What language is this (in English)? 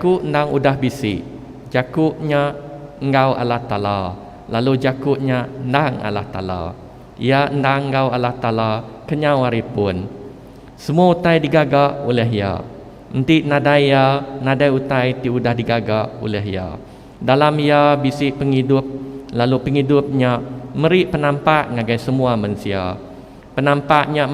Iban